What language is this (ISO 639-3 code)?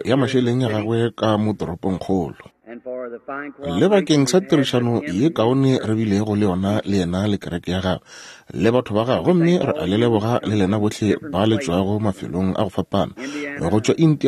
nso